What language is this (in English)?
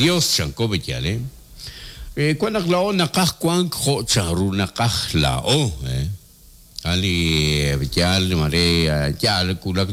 Kekchí